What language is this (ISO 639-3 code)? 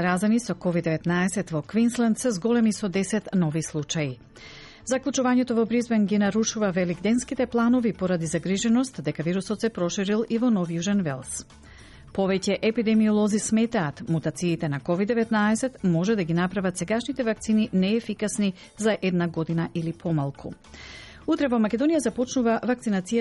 mkd